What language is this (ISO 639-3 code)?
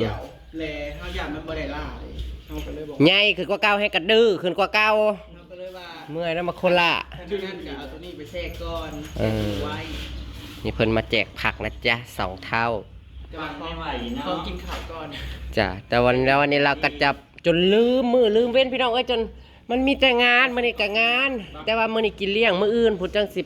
tts